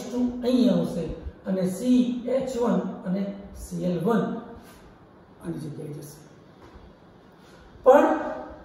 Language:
Gujarati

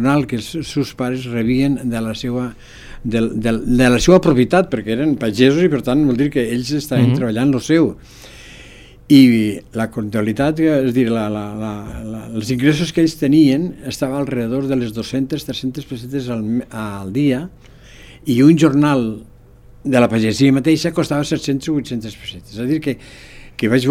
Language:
Catalan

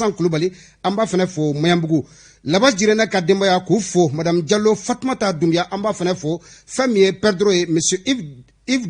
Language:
Bambara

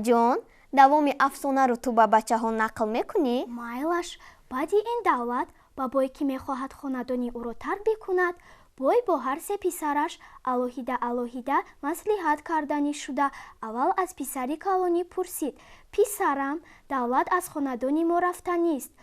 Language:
Tajik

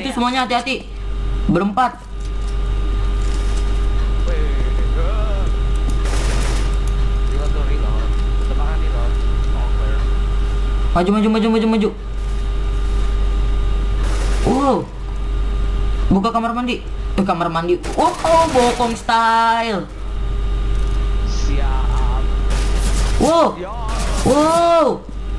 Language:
Indonesian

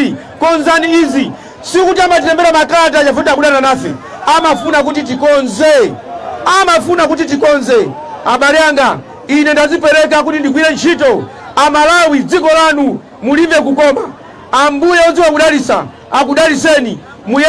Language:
Nyanja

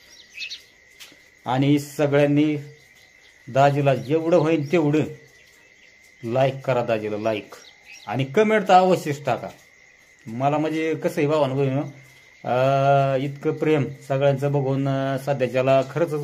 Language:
Marathi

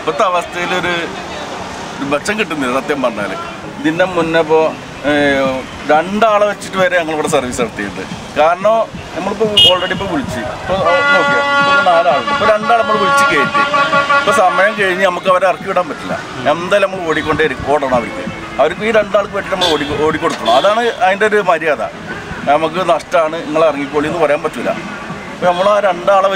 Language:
Malayalam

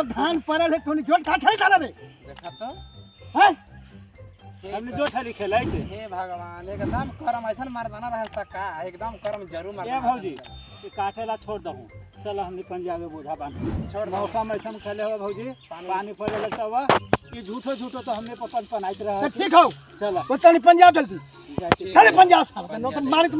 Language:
Magahi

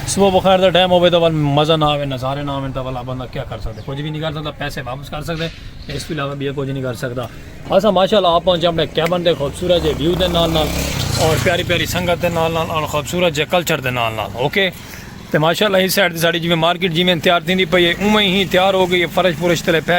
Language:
Saraiki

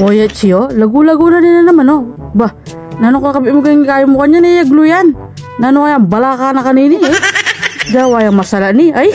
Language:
Pampanga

